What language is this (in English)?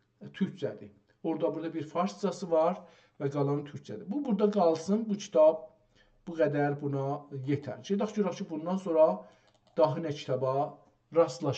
South Azerbaijani